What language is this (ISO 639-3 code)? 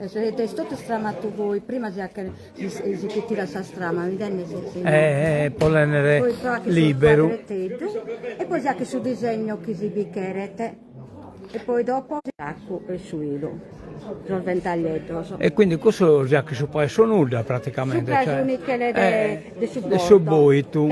srd